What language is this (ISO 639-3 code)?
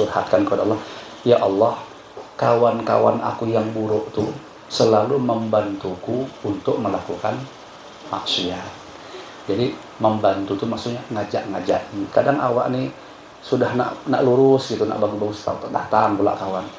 bjn